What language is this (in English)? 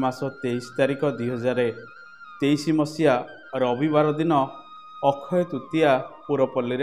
Odia